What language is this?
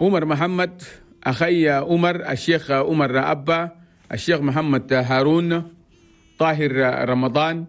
Chadian Arabic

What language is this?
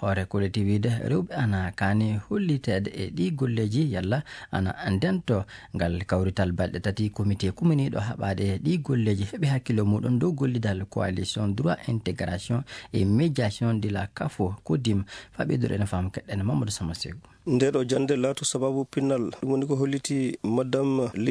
Fula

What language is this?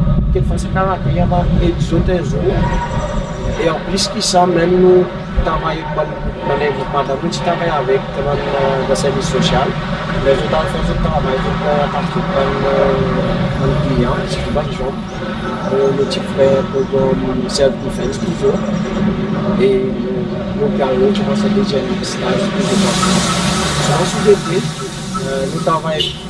Seselwa Creole French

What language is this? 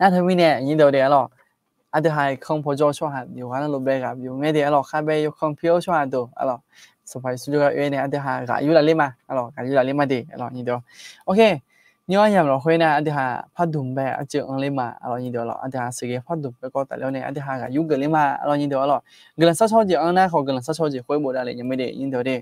Akha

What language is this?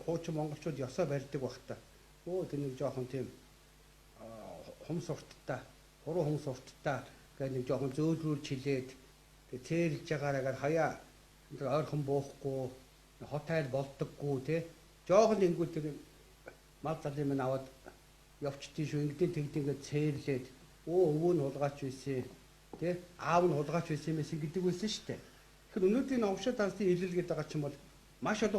Mongolian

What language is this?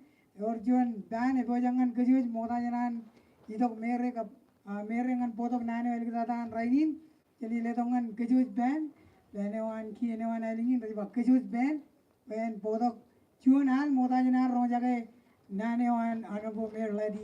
Marshallese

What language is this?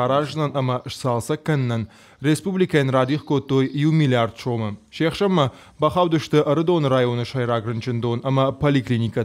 Ossetic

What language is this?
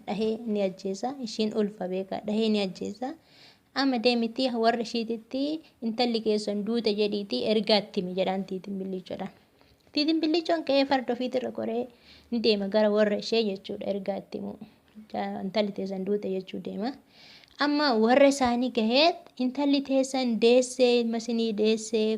Oromo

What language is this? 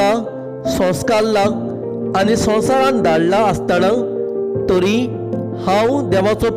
Konkani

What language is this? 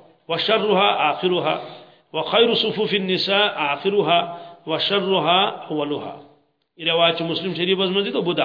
Kashmiri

